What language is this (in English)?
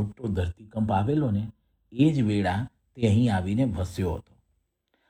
Gujarati